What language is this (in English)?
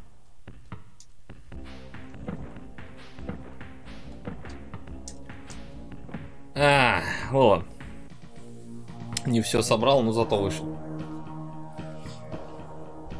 Russian